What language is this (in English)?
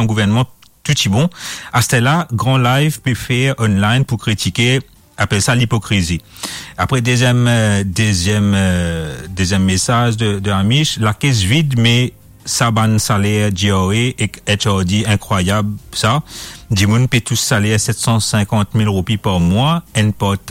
Morisyen